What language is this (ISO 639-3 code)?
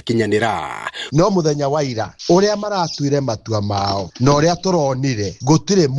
kik